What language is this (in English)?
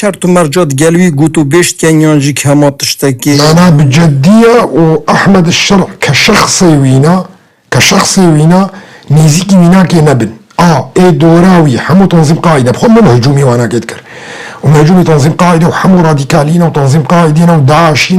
Kurdish